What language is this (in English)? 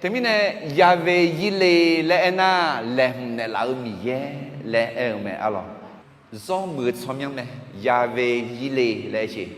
Akha